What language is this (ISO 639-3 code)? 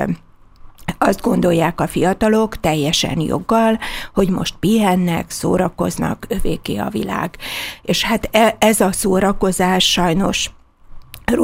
hun